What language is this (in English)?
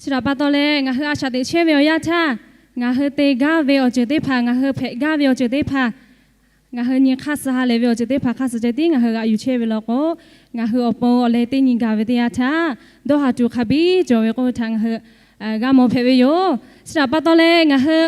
Lahu